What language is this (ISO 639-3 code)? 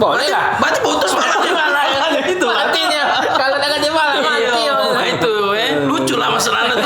mui